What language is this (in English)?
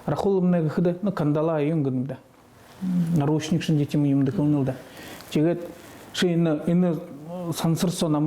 Buriat